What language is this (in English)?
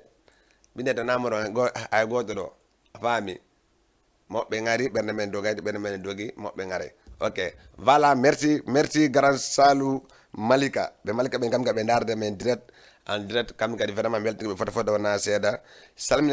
Fula